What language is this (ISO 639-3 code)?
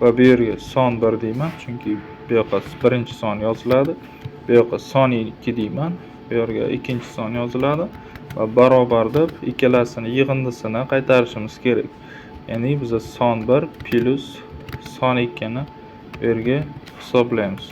uzb